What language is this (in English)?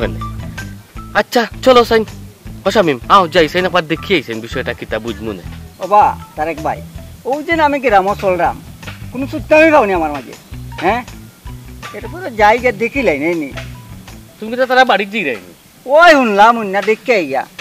Sylheti